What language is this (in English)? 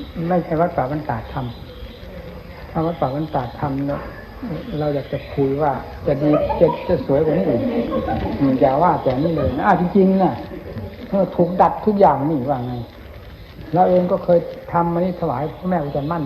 Thai